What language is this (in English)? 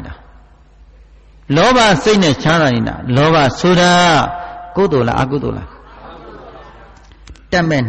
Burmese